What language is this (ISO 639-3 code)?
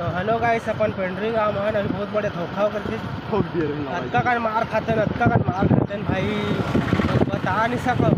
hne